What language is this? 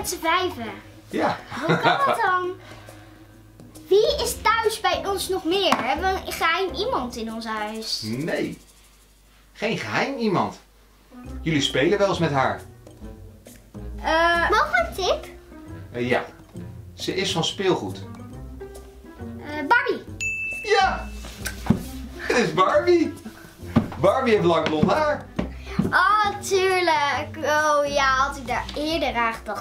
Dutch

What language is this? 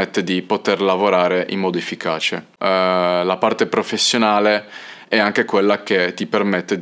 Italian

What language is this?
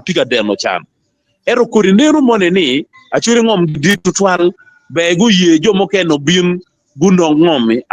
Acoli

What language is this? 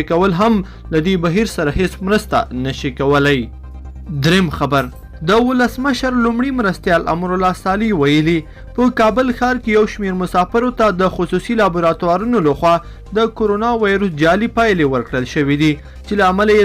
Pashto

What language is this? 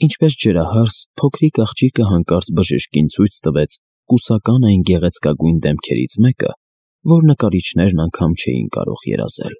Armenian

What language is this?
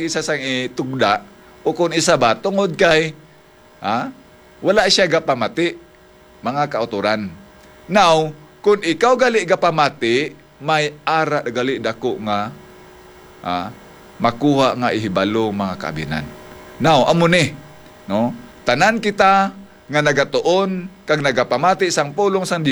Hiligaynon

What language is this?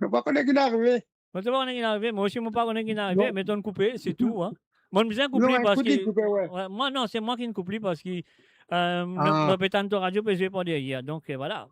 Morisyen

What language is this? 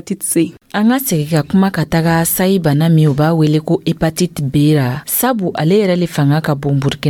Dyula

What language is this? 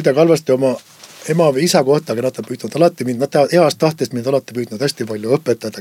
Estonian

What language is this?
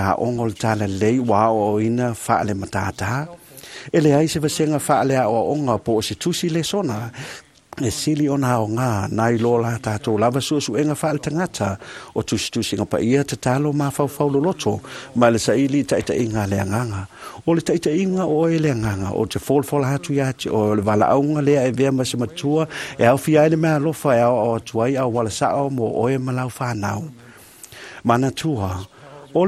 Samoan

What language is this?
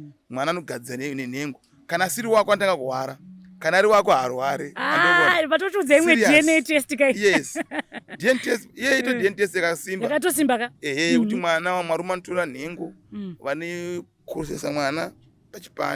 Shona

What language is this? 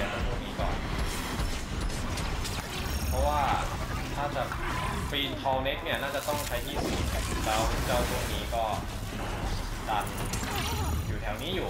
Thai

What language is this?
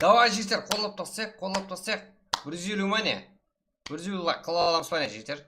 Kara-Kalpak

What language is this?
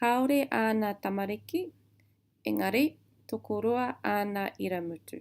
Māori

